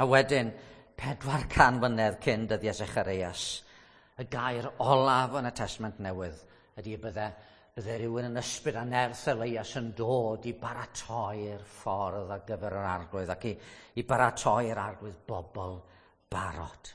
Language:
Welsh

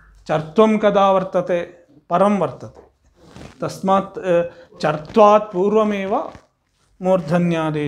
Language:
Sanskrit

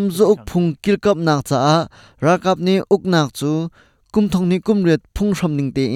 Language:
Hakha Chin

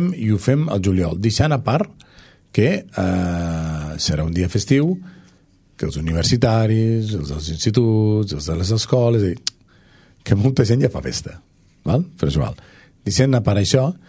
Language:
Catalan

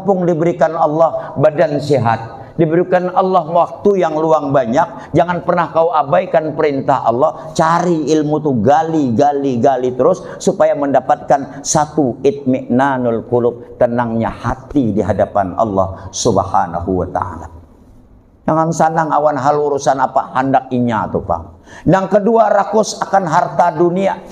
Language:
Banjar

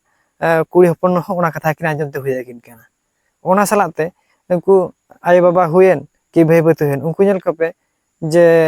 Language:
Santali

